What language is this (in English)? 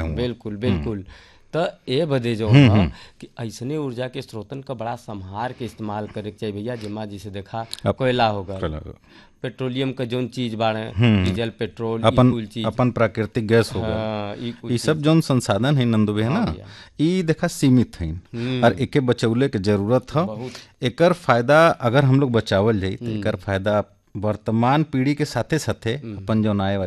Bhojpuri